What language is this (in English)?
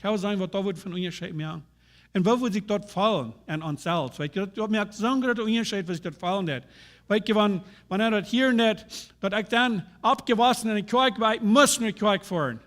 Plautdietsch